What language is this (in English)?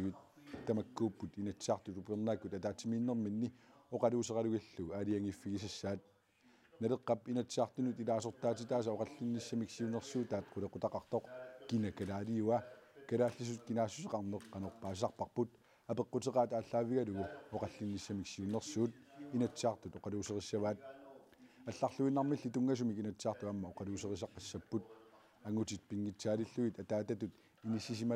Kalaallisut